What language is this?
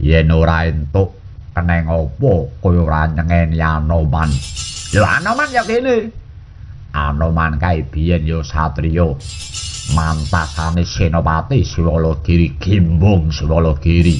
Javanese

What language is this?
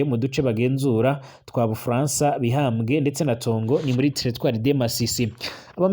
Rundi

